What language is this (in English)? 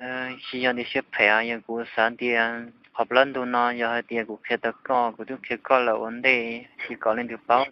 Hmong